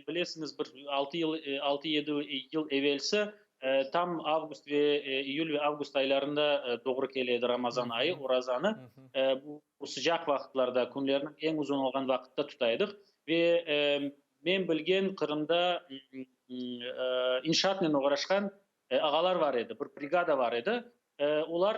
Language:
Crimean Tatar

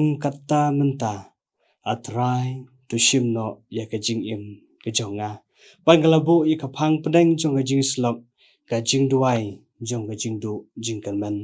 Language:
Khasi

